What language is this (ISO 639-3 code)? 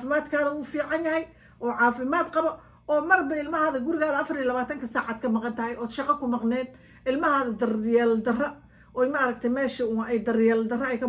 som